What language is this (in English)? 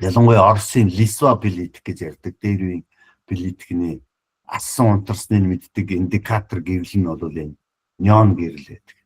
Mongolian